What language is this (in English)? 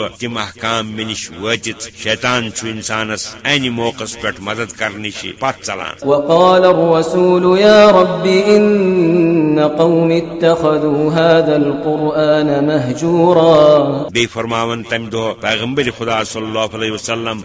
Kashmiri